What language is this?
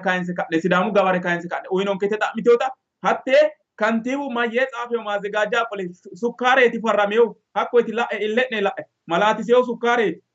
Sidamo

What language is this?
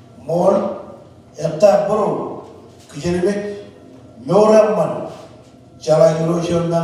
Marshallese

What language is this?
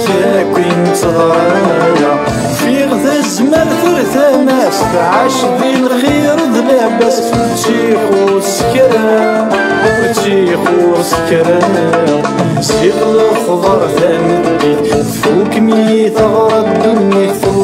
Kabyle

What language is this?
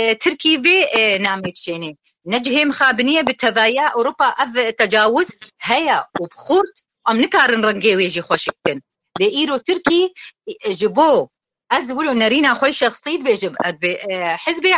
Kurdish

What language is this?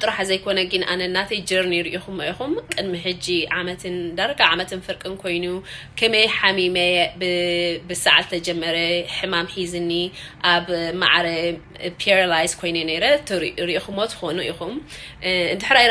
Tigrinya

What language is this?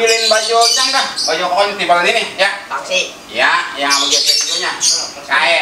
Betawi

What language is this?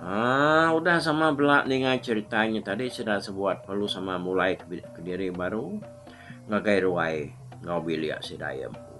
Iban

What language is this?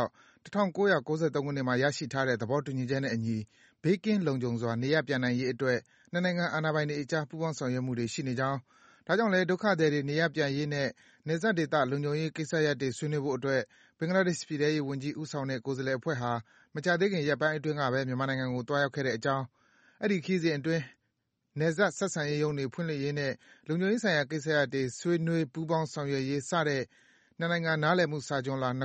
Burmese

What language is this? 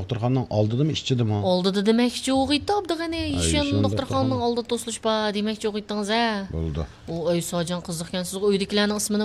Uyghur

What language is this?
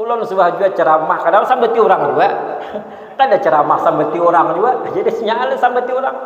Banjar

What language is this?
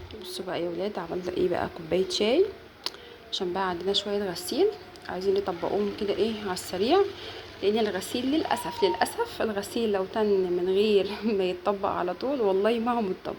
Egyptian Arabic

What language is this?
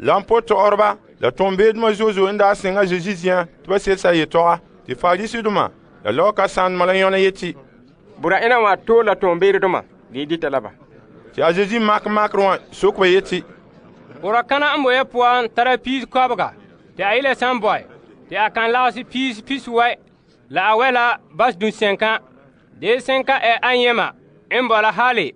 Frafra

